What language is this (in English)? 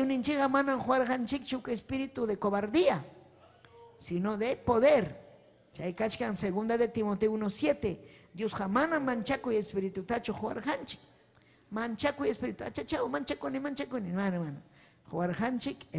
Ayacucho Quechua